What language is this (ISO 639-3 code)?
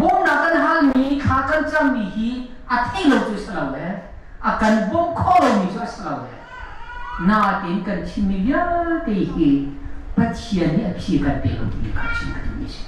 cnh